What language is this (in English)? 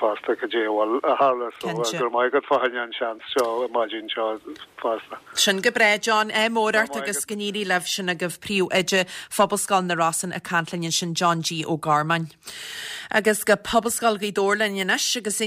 Irish